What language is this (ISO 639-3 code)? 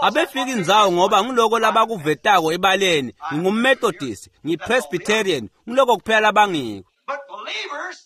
ssw